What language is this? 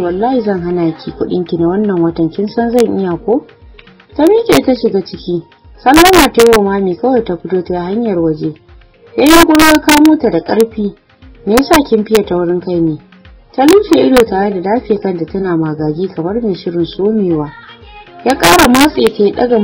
Hausa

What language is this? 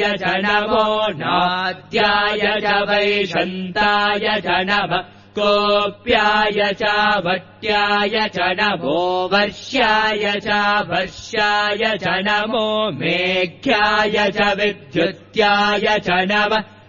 Sanskrit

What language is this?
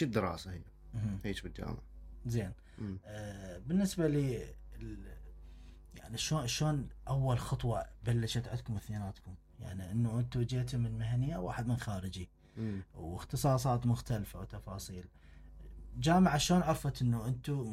Mesopotamian Arabic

